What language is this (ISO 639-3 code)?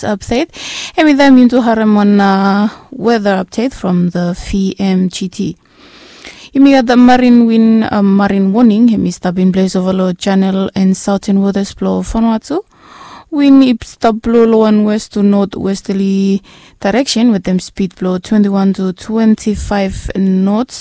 bis